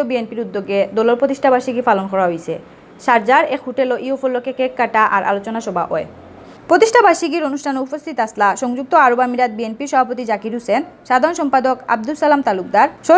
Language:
Sylheti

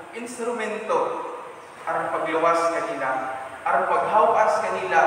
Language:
Cebuano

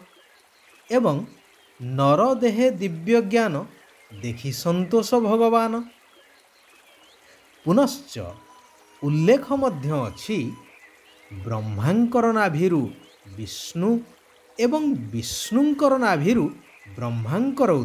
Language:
Odia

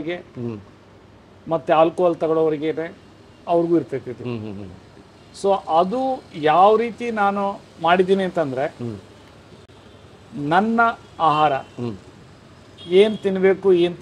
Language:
Kannada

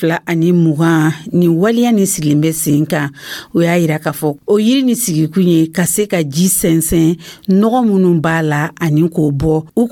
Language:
Dyula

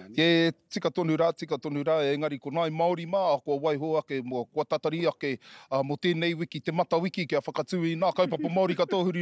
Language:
Māori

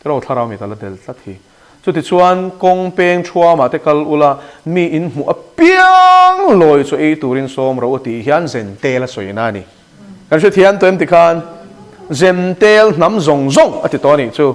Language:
Mizo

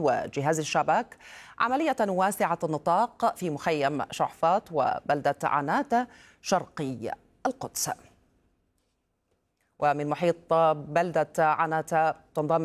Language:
Arabic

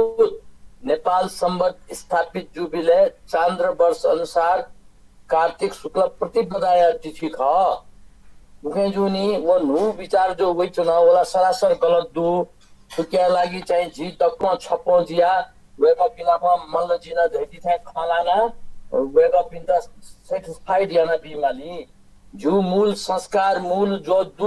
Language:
Newari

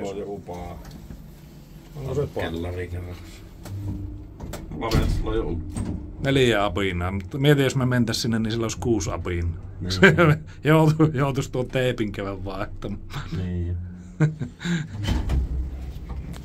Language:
Finnish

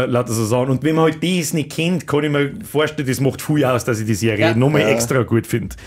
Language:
Bavarian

